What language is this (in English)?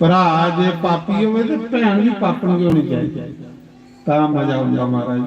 Dogri